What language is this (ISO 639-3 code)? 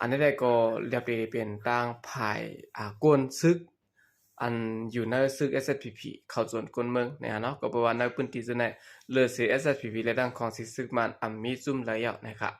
shn